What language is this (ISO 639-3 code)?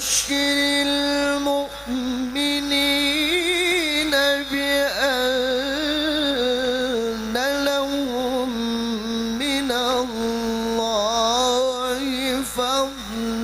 mad